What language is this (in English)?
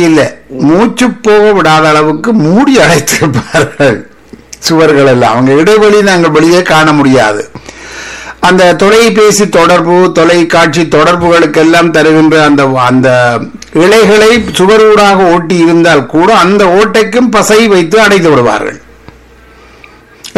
Tamil